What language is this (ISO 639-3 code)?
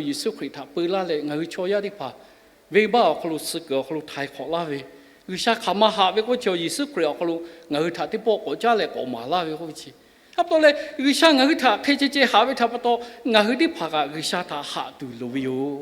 lhu